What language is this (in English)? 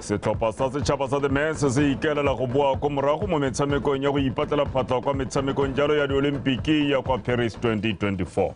Tswana